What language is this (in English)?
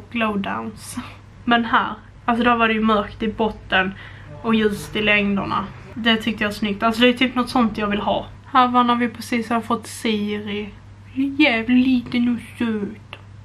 Swedish